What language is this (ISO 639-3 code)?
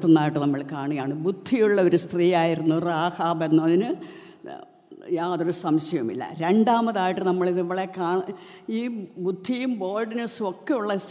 mal